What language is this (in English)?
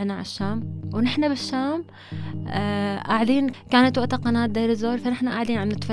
North Levantine Arabic